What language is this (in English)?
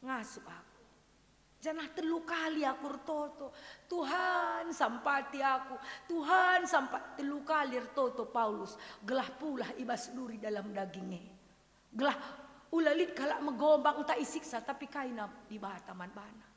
Batak Karo